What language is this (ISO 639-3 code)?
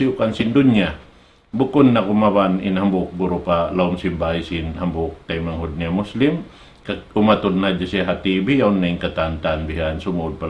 tsg